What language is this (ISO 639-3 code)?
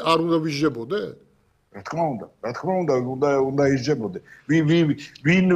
kat